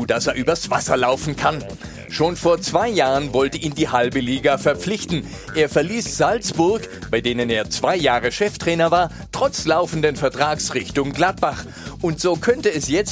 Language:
German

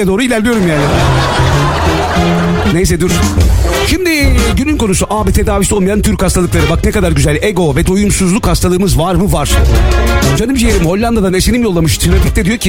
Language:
Turkish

